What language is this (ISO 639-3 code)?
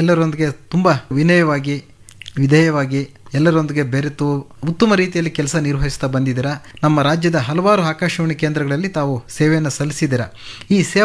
kan